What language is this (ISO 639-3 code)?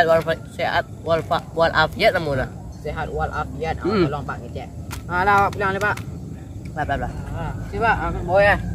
min